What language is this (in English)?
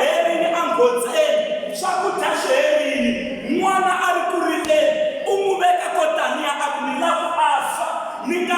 Tsonga